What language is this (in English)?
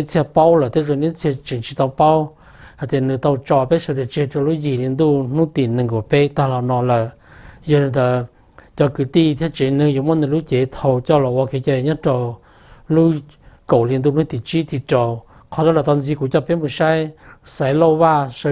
Hmong